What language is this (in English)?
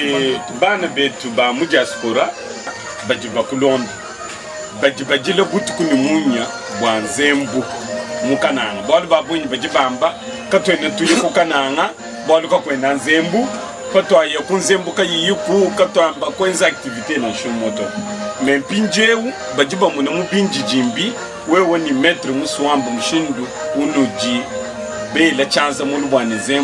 Luba-Lulua